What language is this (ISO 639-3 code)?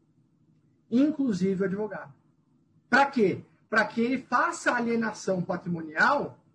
por